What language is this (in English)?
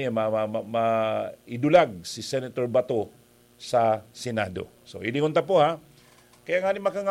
Bikol